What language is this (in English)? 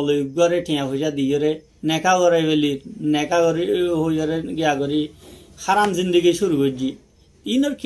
Rohingya